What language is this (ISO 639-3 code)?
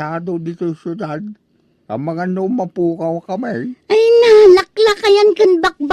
ilo